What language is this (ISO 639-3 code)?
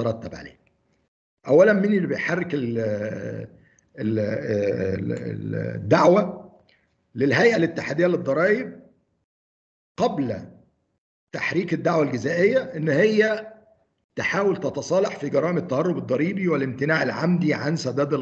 ara